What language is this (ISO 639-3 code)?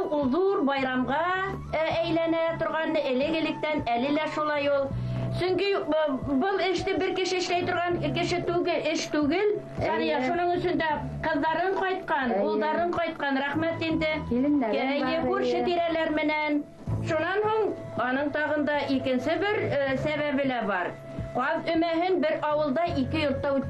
bak